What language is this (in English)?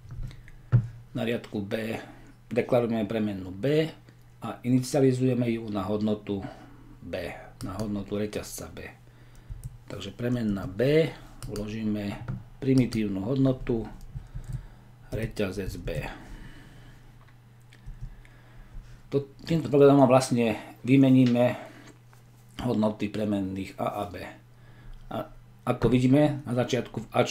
Slovak